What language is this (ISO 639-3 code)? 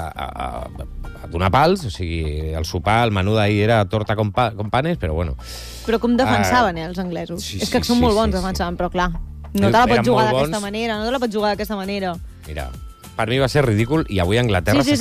cat